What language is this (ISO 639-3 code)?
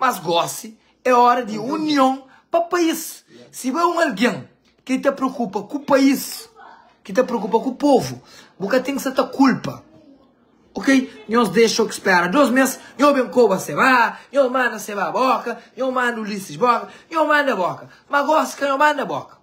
kea